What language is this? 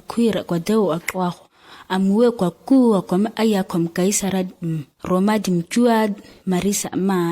ǁGana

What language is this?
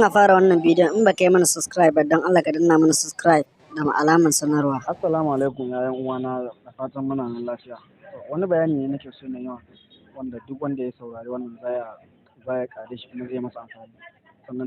Hausa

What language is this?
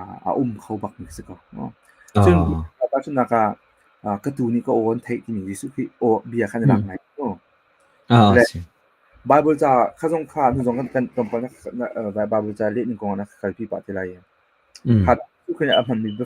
Hakha Chin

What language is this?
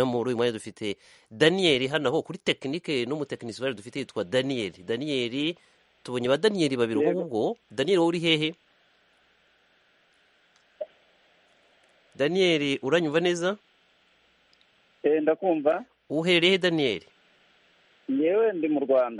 Kinyarwanda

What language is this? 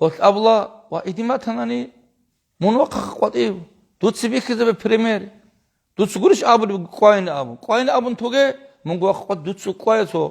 Avaric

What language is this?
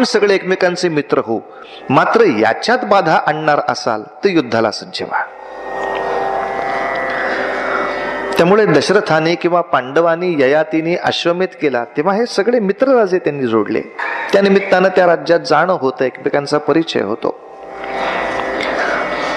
Marathi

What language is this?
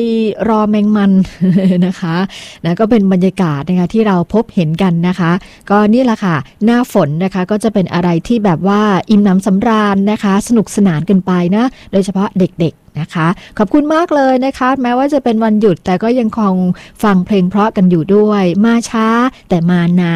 Thai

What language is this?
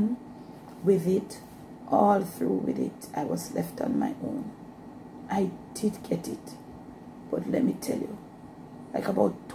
Jamaican Creole English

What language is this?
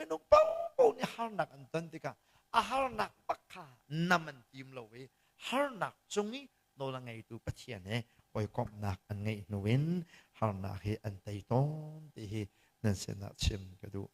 Hakha Chin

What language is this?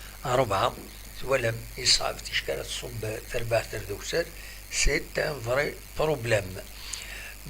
Kabyle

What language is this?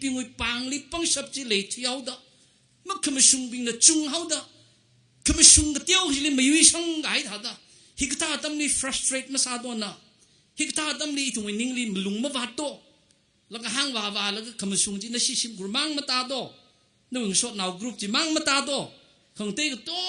Tangkhul Naga (India)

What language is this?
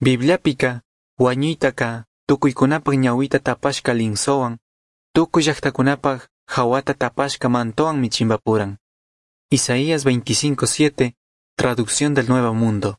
Chimborazo Highland Quichua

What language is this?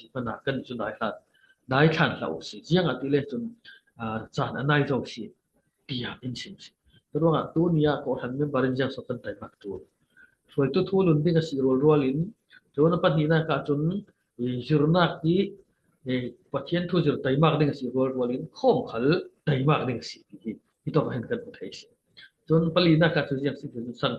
Falam Chin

